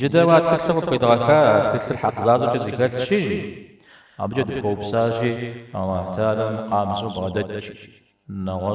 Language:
Kabardian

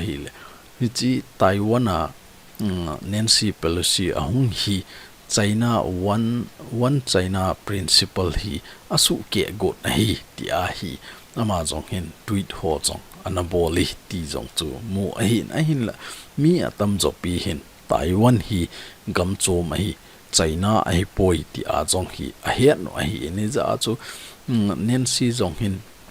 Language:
Thado Chin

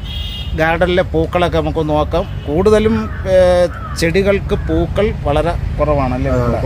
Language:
Malayalam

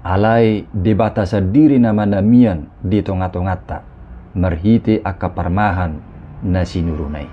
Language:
Batak Toba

